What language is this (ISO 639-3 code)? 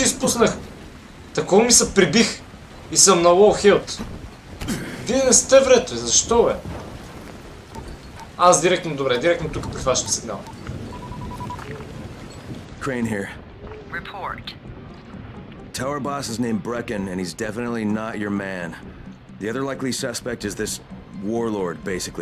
bul